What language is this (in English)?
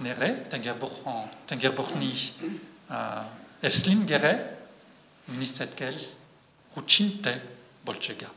Breton